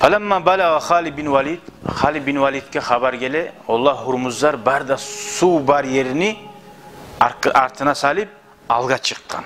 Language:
Kumyk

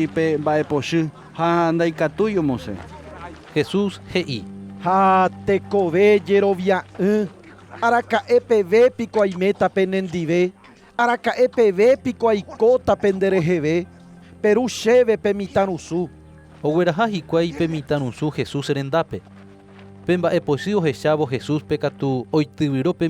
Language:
Guarani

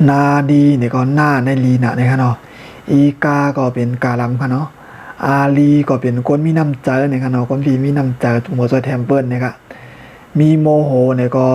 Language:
Shan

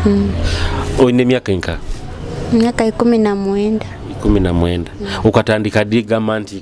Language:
Nyoro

